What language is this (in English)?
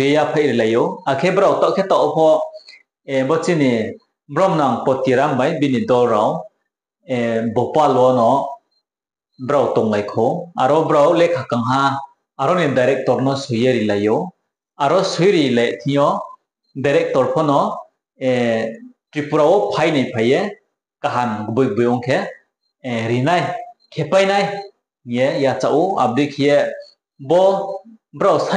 Riang (India)